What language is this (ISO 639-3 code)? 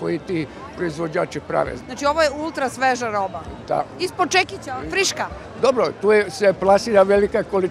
srp